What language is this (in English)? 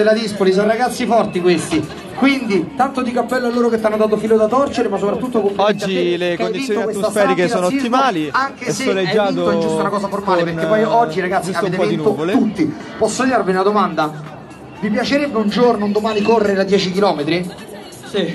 Italian